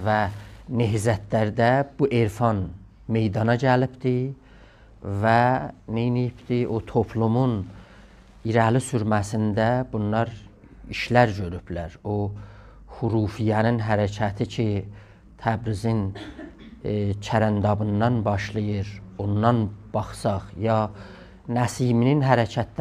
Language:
South Azerbaijani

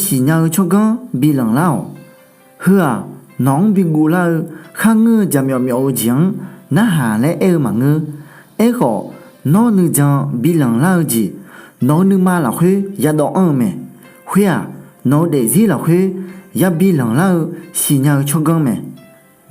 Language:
Akha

